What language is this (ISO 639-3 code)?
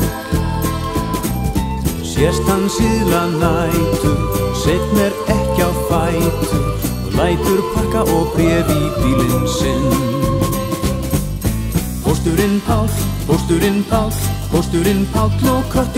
isl